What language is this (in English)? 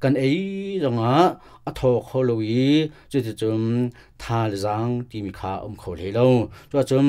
Hakha Chin